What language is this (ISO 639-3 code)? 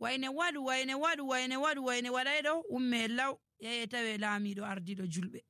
fuv